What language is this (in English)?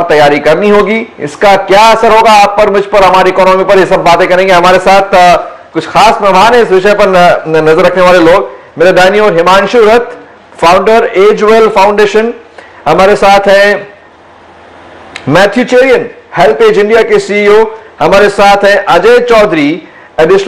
Hindi